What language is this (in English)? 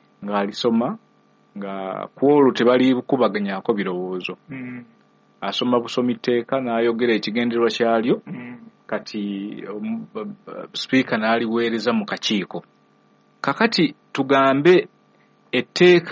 Ganda